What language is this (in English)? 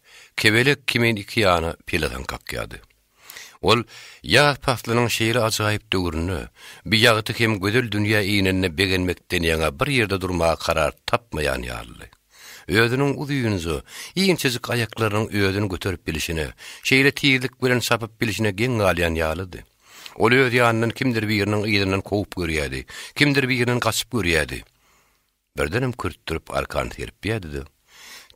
Turkmen